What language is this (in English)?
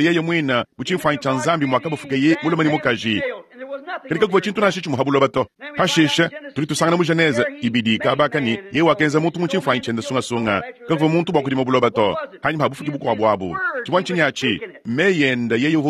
Luba-Lulua